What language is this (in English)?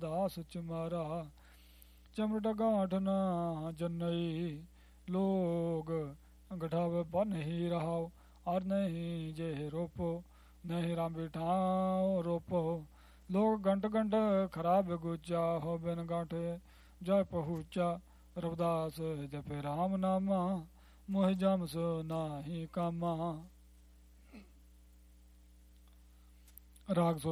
Punjabi